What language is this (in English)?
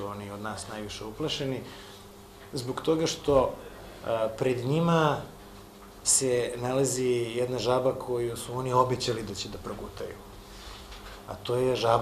Serbian